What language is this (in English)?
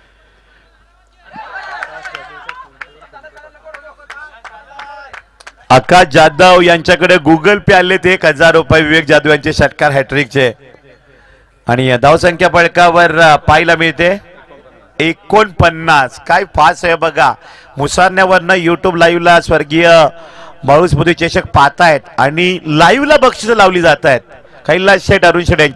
Marathi